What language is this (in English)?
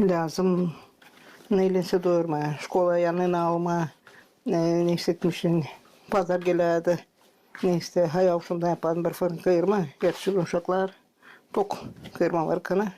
Gagauz